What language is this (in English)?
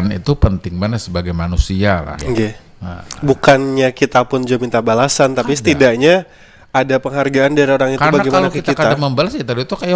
Banjar